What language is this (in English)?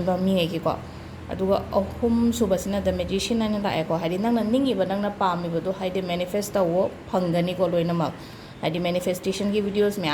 Manipuri